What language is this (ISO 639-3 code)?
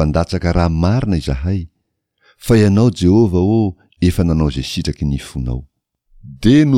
mlg